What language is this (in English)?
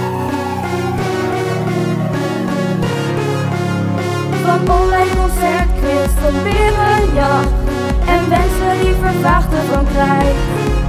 Dutch